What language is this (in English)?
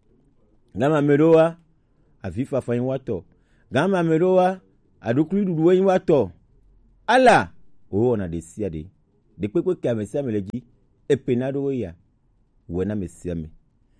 Gen